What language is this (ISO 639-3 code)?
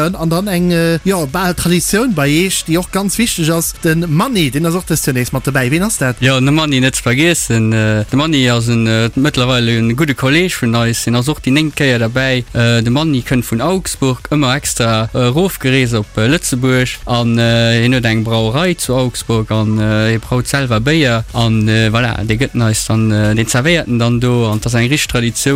ltz